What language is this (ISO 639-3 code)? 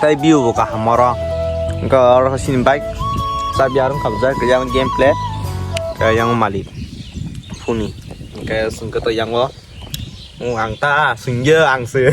trp